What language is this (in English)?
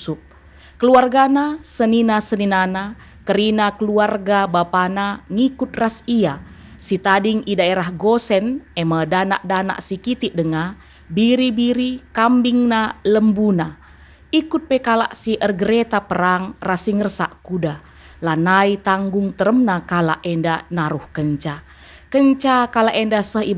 Batak Karo